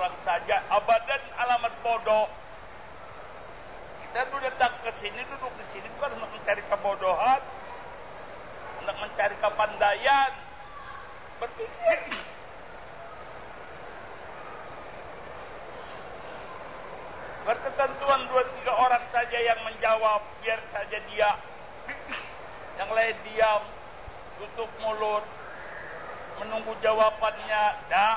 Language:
Malay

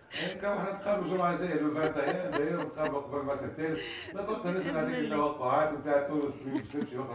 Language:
Tunisian Arabic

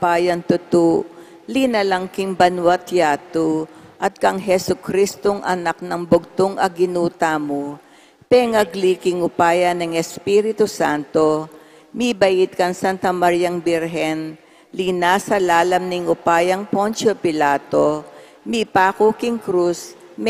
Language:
Pampanga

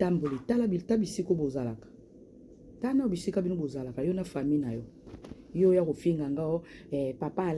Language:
Lingala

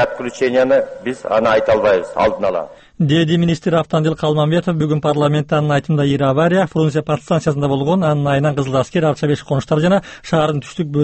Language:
Kyrgyz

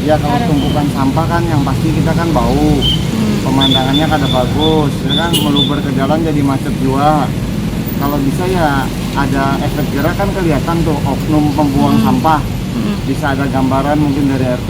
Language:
Banjar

